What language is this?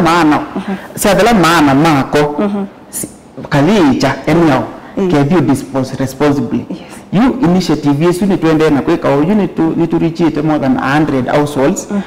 Kamba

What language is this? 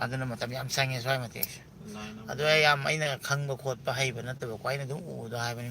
Manipuri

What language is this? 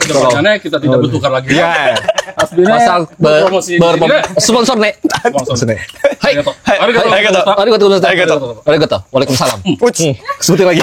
Banjar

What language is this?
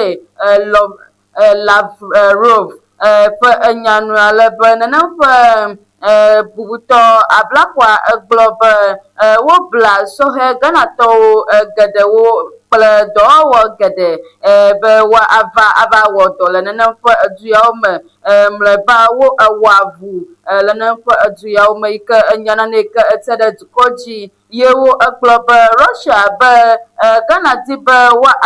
Ewe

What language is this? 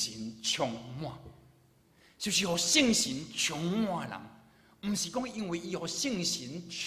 Min Nan Chinese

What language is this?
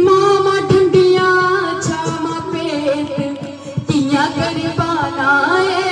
Dogri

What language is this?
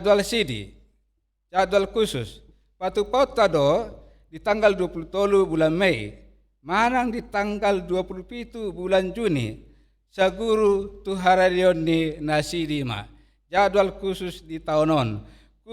Batak Toba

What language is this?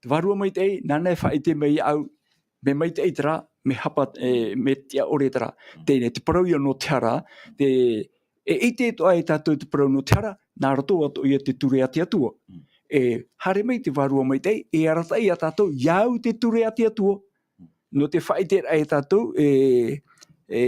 Tahitian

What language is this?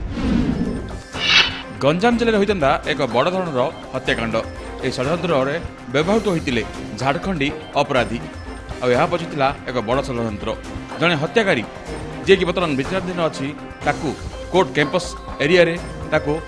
Odia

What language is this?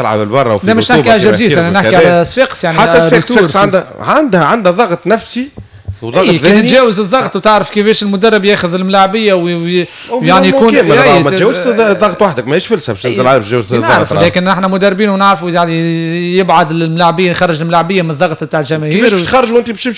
Tunisian Arabic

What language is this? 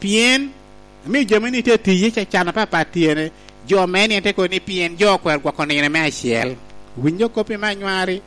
Lango (Uganda)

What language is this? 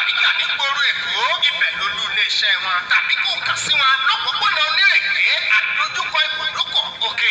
Yoruba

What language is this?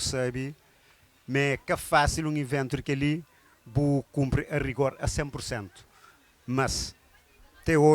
Kabuverdianu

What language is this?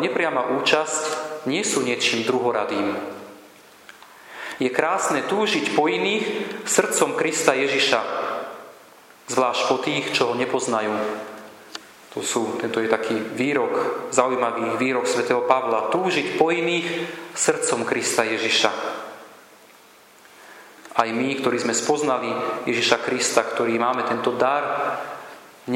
Slovak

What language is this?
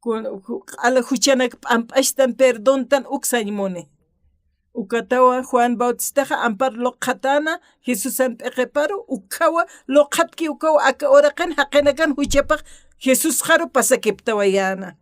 Aymara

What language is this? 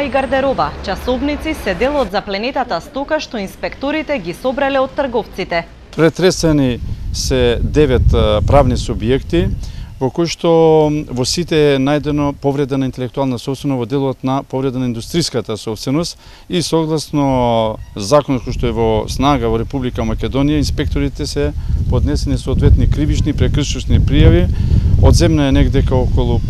Macedonian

